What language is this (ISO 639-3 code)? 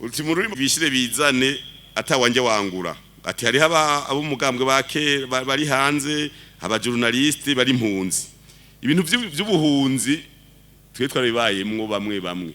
run